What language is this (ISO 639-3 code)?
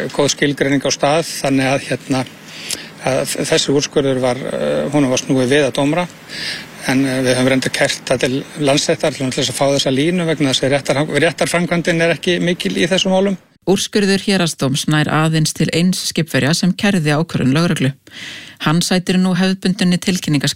isl